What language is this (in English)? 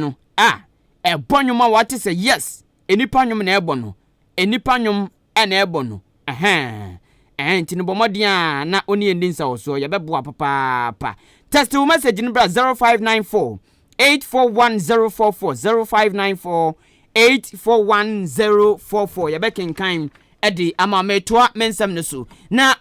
Akan